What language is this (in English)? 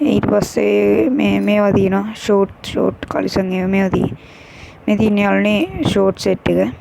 Sinhala